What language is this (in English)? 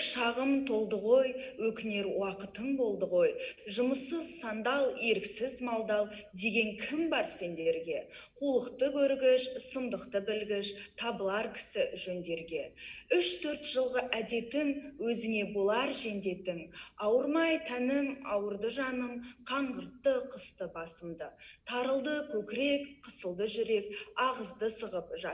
Kazakh